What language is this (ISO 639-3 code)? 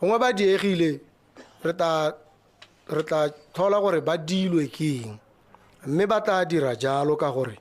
tsn